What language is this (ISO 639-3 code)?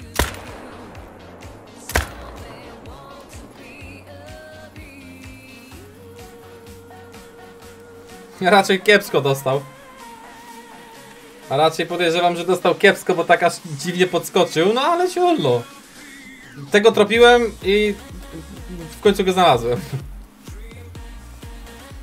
pol